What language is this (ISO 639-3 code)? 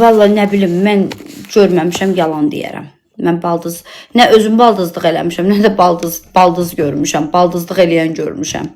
aze